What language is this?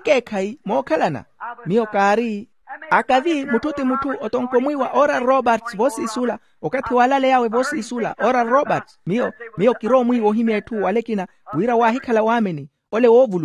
Makhuwa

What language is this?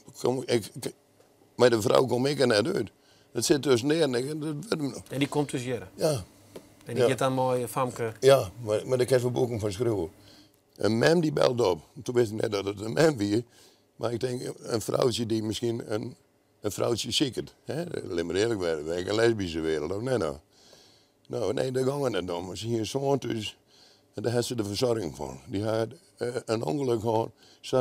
Western Frisian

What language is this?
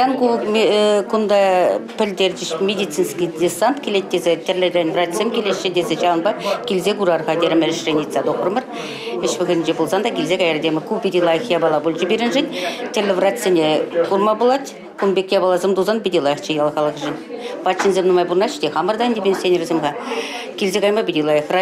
Chuvash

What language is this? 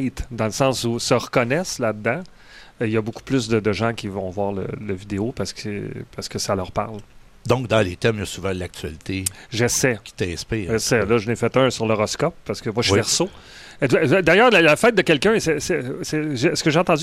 French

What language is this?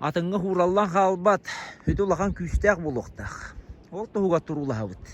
Yakut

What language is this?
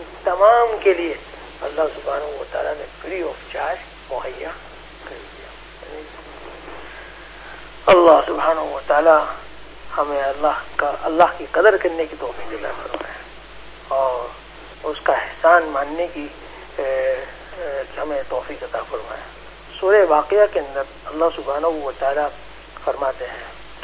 Urdu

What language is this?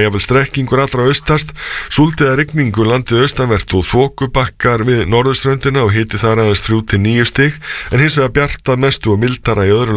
Icelandic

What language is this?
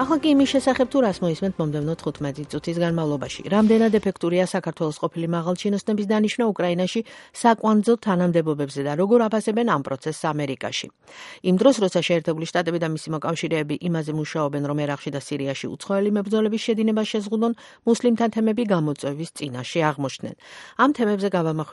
Georgian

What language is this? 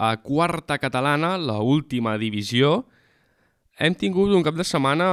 Catalan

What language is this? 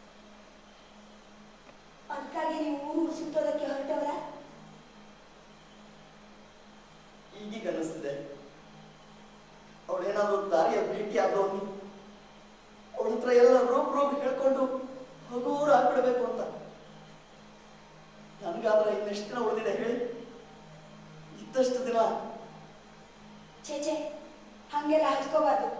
Kannada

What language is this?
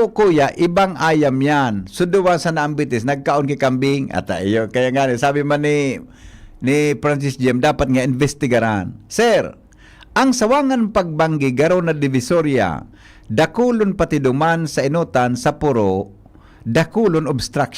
Bikol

